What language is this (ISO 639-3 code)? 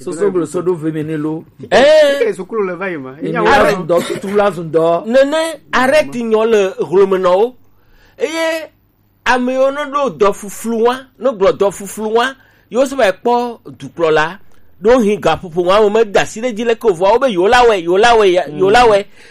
gej